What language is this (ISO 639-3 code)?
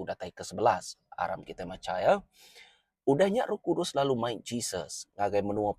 iba